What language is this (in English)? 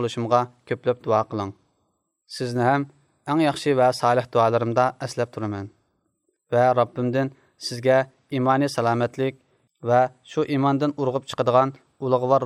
Uyghur